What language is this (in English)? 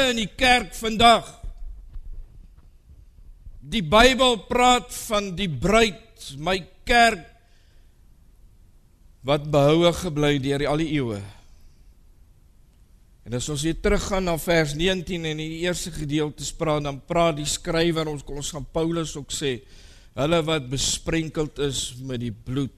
Afrikaans